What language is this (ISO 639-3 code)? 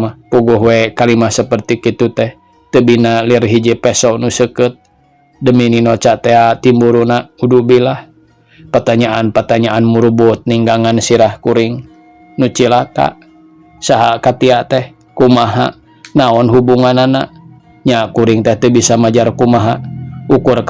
sun